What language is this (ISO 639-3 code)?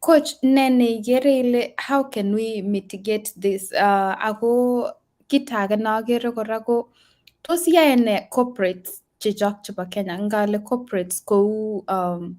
kln